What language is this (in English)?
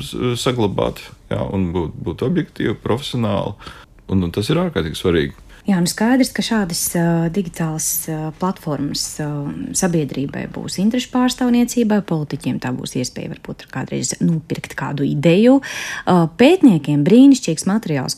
Latvian